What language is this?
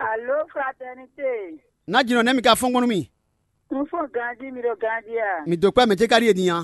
Fon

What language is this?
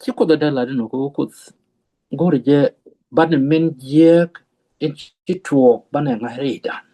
Nuer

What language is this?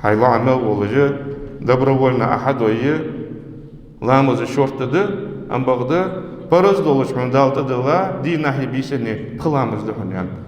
Ingush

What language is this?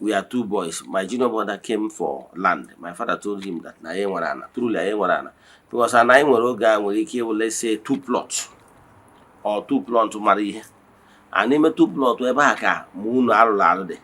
Igbo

